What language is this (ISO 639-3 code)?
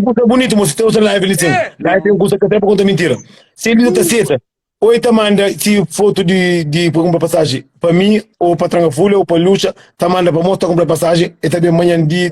kea